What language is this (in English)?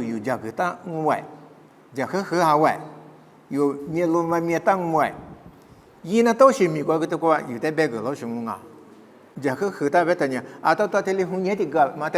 Lisu